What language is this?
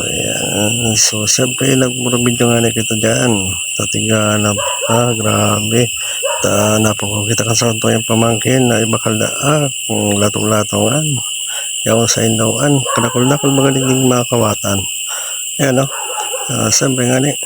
Bikol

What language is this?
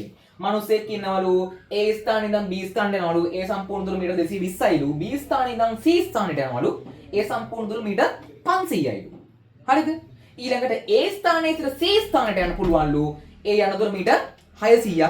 Sinhala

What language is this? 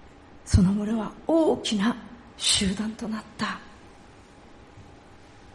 Japanese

